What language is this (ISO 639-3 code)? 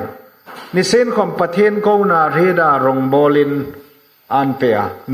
hmr